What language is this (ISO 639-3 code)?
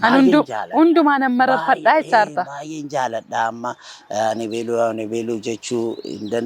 orm